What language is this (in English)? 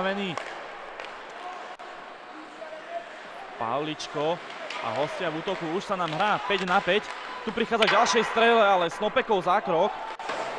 Slovak